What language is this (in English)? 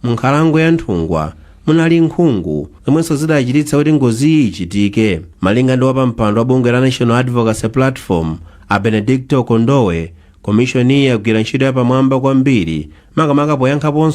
Nyanja